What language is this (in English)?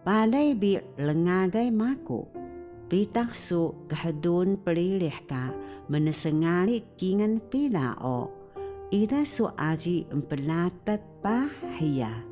Taroko